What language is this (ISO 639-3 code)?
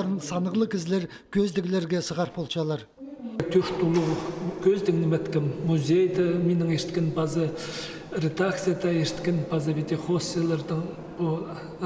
kjh